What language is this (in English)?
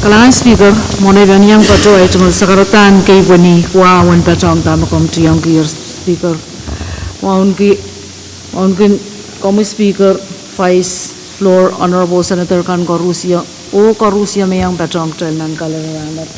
Pohnpeian